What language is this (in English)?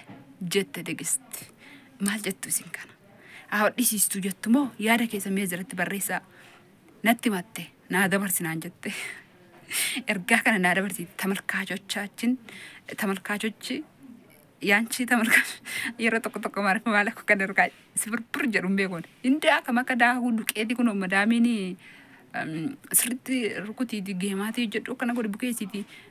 Oromo